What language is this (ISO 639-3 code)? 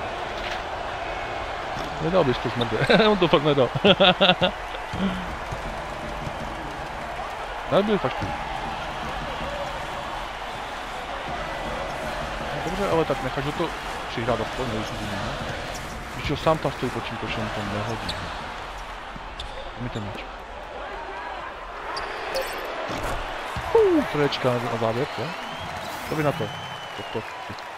ces